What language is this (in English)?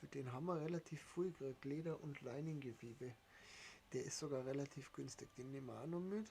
Bavarian